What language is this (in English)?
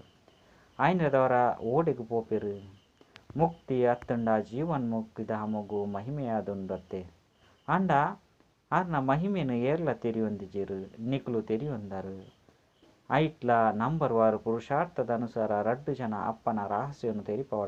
Tulu